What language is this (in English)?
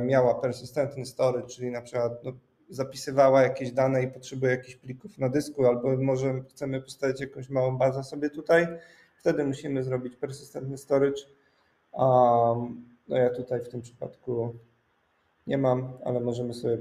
Polish